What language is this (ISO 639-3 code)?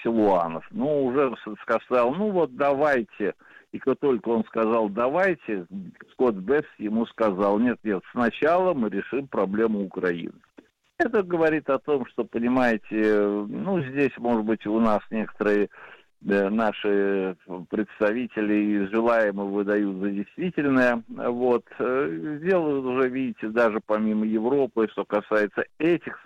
rus